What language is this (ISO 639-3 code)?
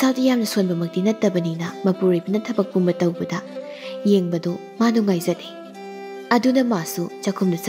mni